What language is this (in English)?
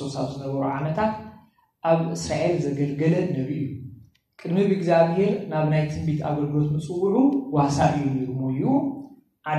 Tigrinya